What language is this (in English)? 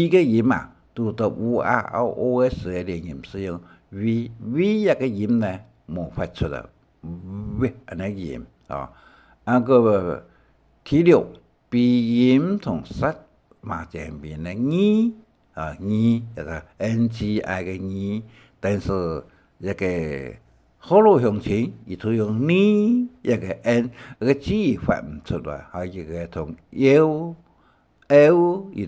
Hakka Chinese